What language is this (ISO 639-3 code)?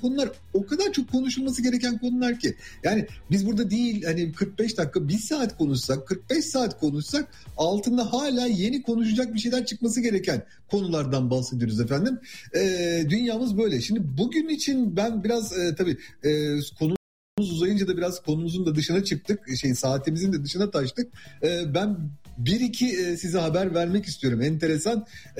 tur